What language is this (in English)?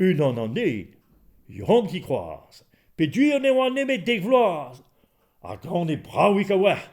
Breton